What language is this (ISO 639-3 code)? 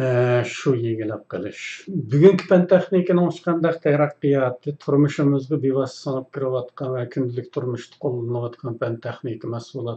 uig